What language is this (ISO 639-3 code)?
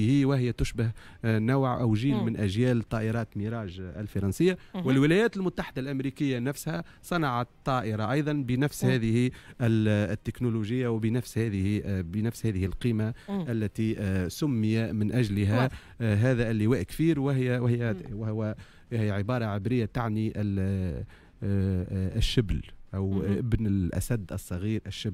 aeb